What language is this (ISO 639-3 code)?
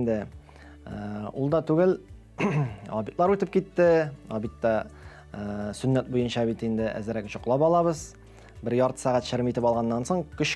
tat